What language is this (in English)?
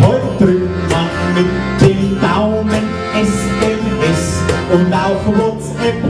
Bavarian